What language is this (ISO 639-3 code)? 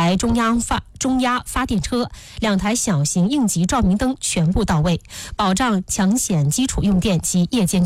zho